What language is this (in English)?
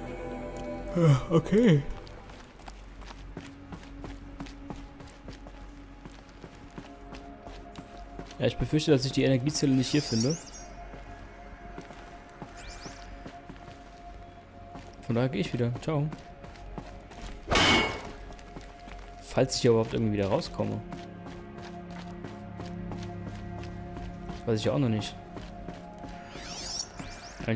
German